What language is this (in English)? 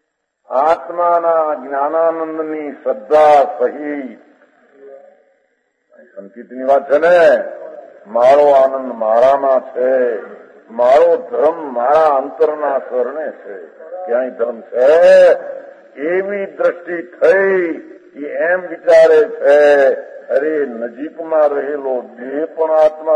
Gujarati